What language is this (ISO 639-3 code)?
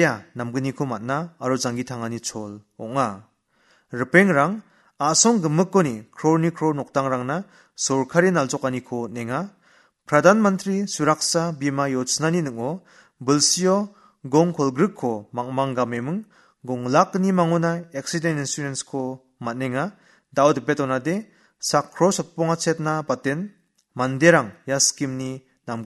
grt